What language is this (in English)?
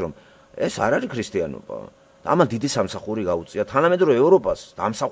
Georgian